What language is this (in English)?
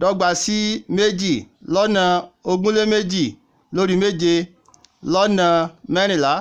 Yoruba